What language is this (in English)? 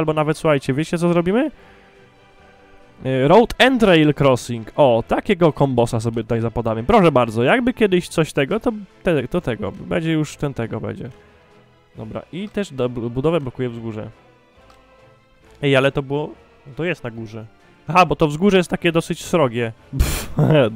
Polish